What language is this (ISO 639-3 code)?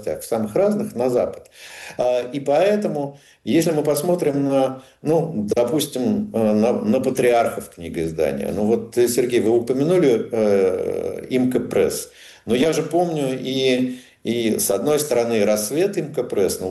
rus